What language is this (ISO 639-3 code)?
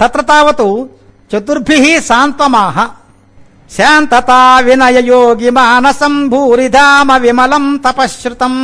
san